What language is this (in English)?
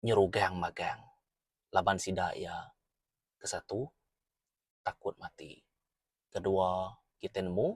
Iban